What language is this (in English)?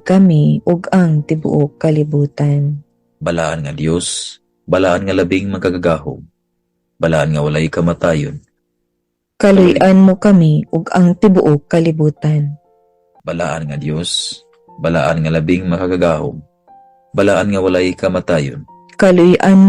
Cebuano